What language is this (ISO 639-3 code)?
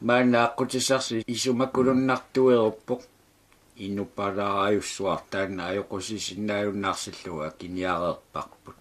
kal